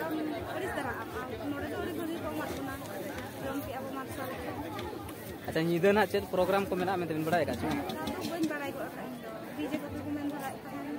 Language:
Santali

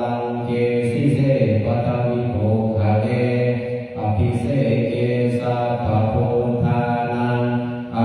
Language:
Pali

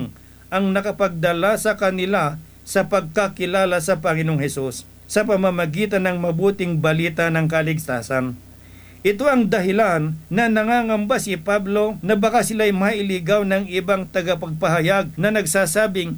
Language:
Filipino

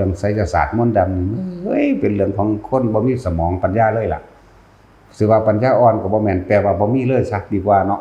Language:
Northeastern Thai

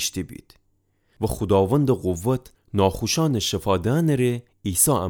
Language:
Gilaki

